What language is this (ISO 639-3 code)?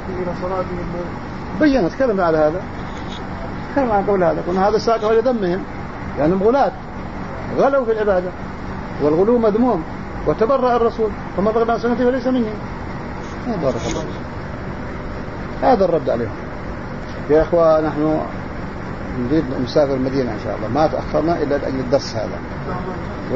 ara